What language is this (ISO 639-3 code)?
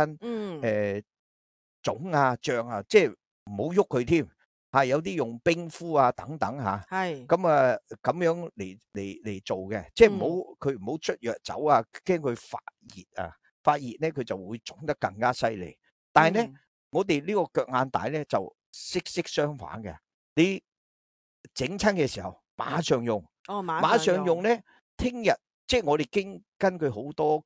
yue